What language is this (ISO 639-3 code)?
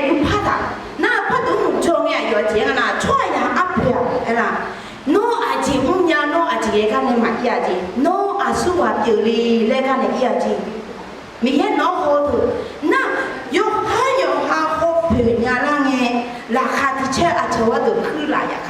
ahk